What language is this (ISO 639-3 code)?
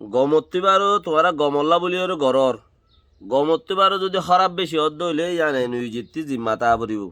rhg